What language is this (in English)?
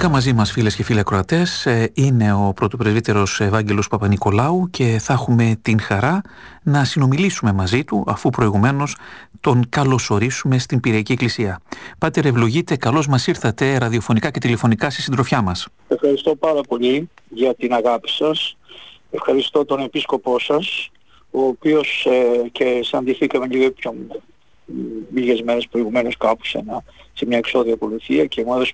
Greek